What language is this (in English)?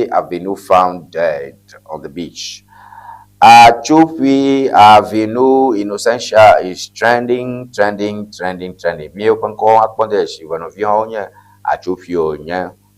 Ewe